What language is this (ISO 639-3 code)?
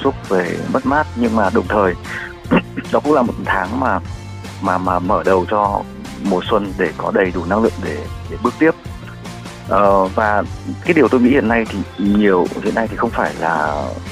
vie